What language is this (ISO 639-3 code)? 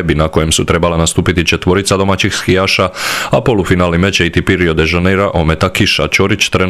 hrv